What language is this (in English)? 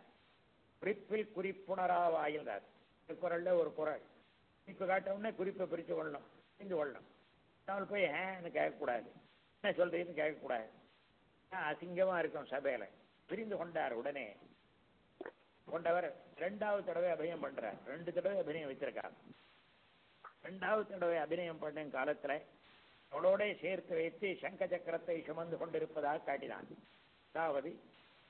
Tamil